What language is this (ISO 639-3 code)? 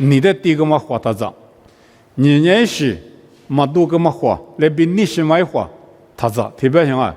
lis